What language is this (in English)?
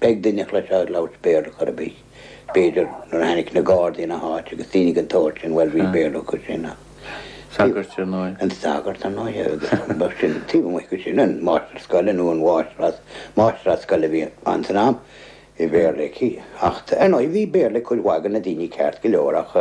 Irish